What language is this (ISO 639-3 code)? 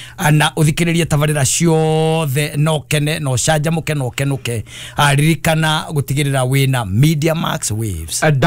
kik